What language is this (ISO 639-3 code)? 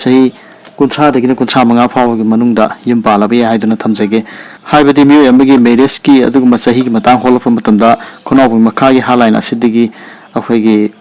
mni